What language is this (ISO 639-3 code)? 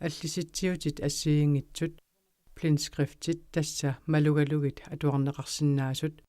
kal